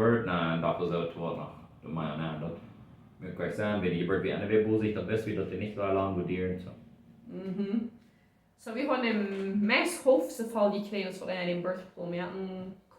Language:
Plautdietsch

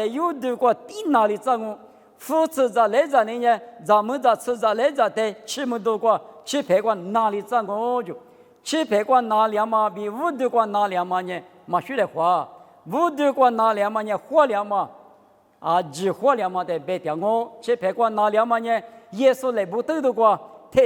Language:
Lisu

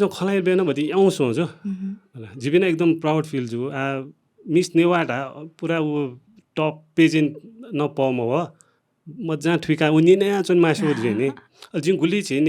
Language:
Newari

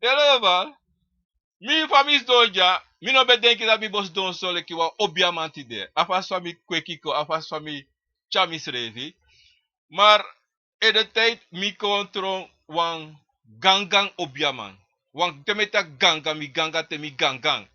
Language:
Sranan Tongo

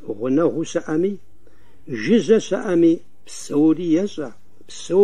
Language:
Kabardian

